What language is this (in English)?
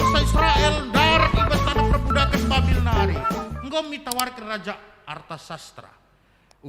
Batak Karo